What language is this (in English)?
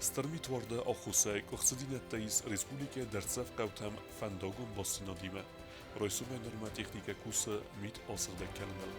Ossetic